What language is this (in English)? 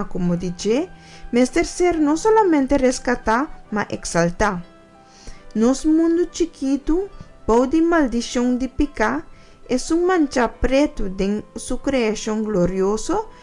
Papiamento